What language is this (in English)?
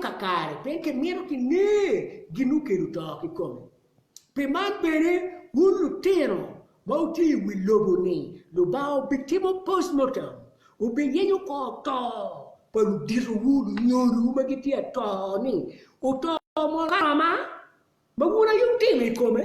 Acoli